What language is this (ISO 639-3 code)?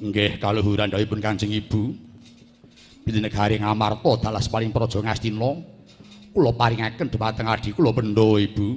jav